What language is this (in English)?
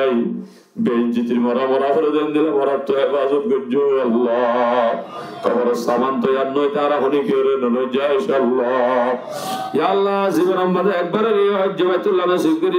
Rohingya